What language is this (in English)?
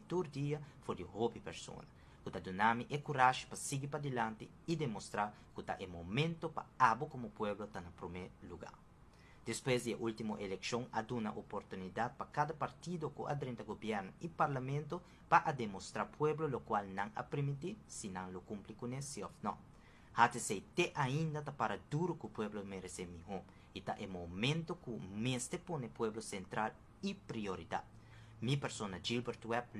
Papiamento